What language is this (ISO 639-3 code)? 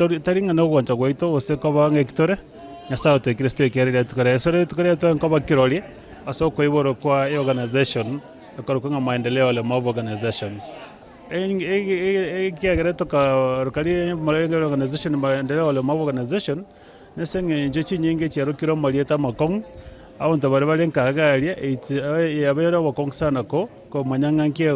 guz